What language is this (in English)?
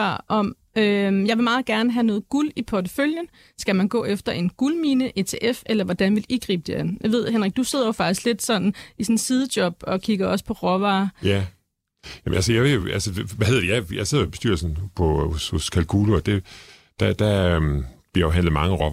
Danish